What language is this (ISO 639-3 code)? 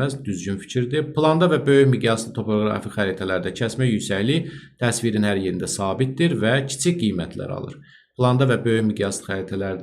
aze